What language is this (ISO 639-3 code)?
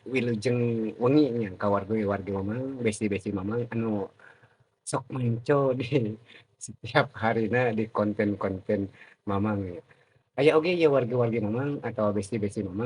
sun